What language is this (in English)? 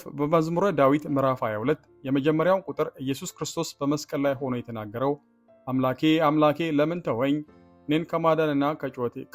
Amharic